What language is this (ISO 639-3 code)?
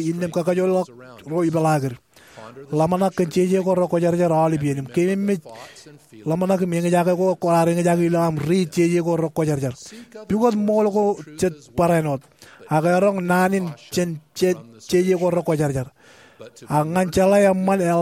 mah